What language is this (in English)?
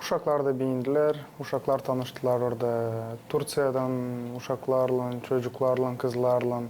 Gagauz